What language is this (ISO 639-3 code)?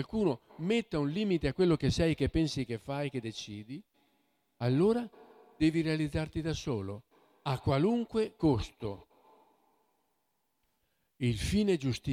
ita